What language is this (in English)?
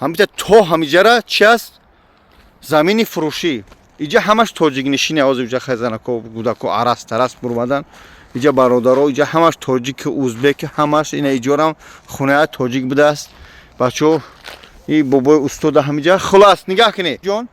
Tajik